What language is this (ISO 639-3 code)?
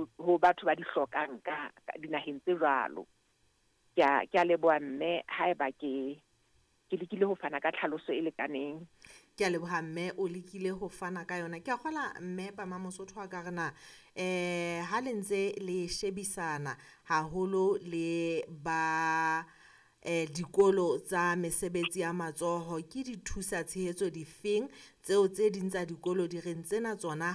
sot